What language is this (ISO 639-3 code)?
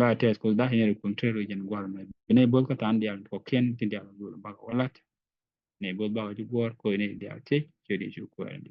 nus